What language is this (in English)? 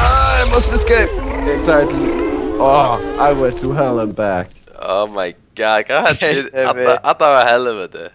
Faroese